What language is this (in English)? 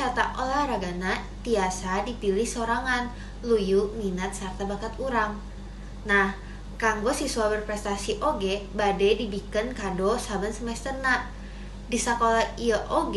Sundanese